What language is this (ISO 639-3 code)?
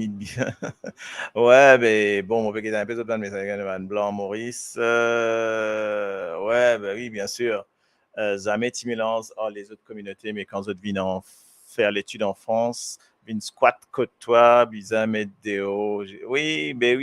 mfe